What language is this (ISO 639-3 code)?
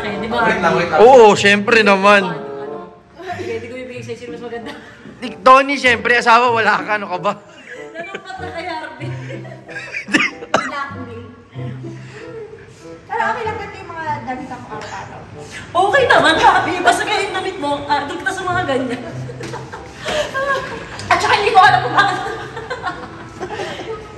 fil